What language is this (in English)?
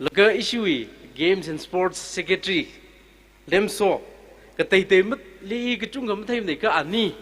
Tangkhul Naga (India)